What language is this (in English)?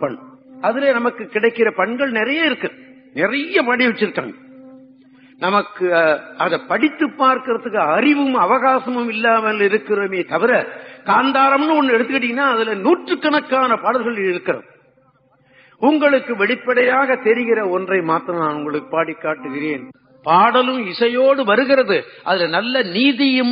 Tamil